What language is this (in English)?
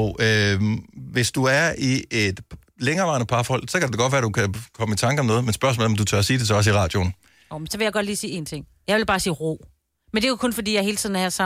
Danish